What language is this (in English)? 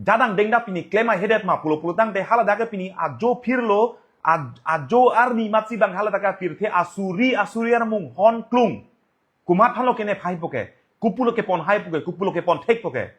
Karbi